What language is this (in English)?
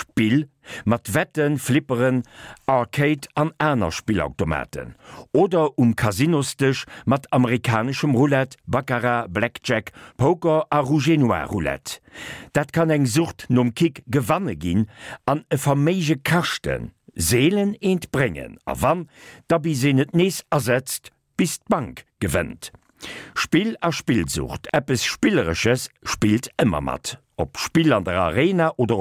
Luxembourgish